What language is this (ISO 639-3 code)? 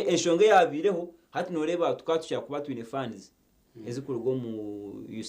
nyn